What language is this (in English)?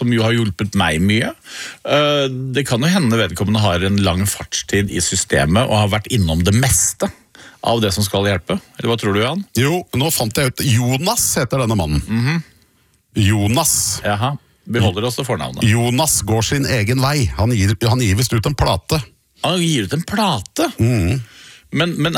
Norwegian